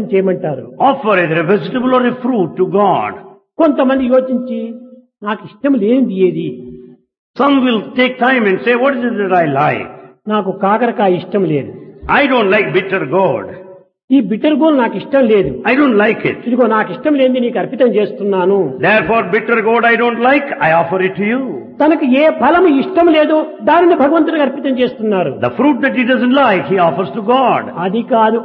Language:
Telugu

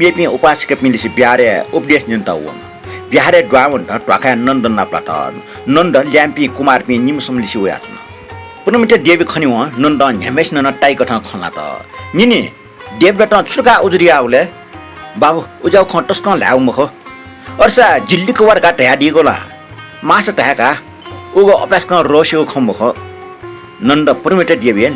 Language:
Newari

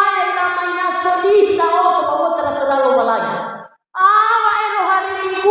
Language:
Nias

